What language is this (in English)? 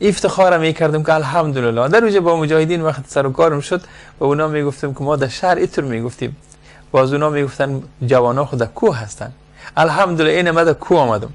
Persian